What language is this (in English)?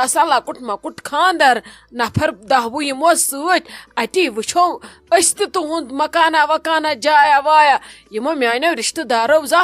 Kashmiri